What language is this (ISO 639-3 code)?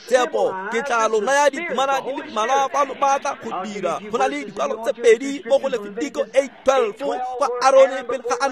tsn